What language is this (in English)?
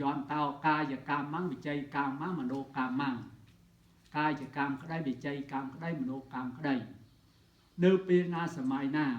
Khmer